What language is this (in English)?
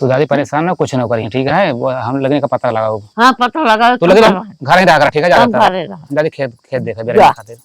Awadhi